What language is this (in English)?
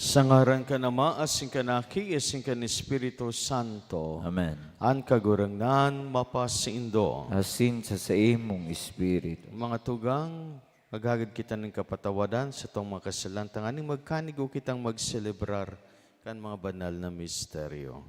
Bikol